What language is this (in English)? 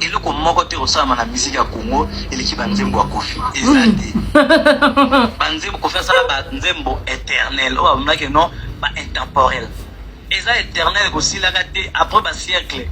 Lingala